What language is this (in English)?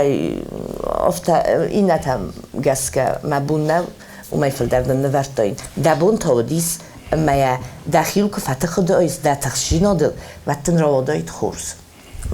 Ossetic